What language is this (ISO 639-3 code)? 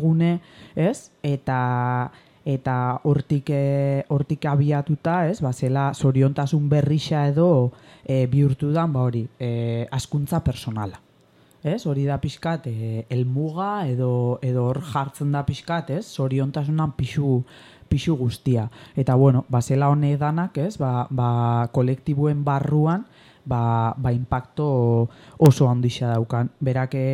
eus